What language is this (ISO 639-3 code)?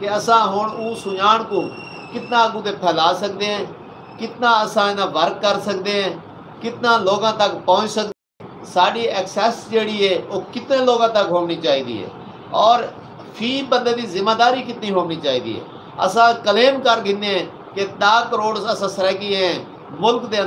skr